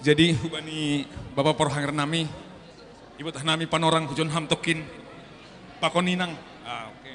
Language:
Batak Simalungun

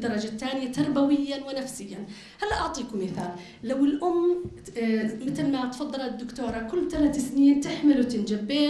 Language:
North Levantine Arabic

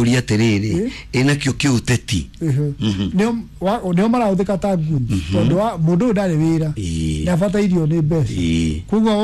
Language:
Kikuyu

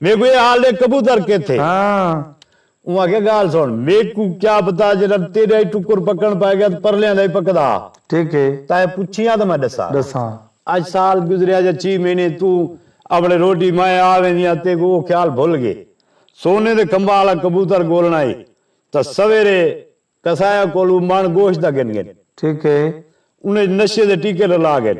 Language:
Saraiki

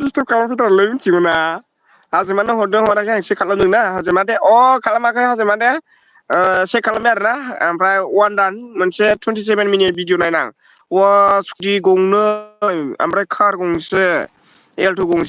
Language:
Bodo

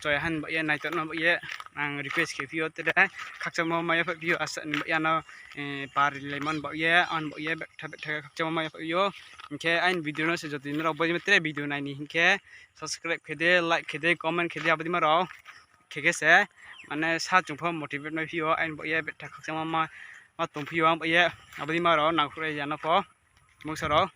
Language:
Riang (India)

